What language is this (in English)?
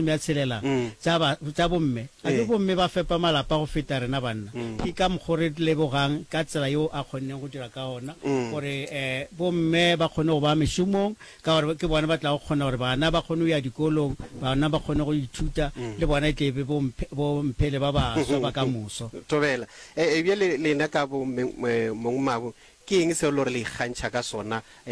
Northern Sotho